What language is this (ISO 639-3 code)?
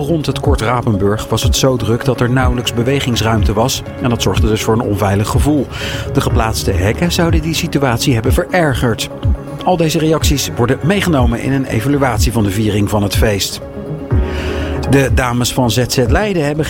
nld